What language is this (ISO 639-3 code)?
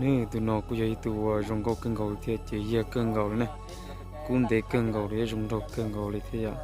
hmn